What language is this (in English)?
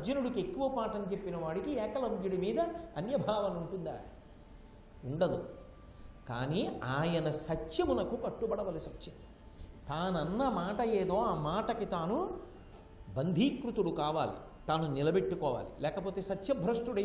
Telugu